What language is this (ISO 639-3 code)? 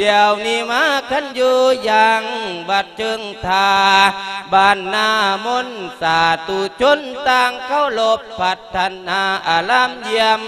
lao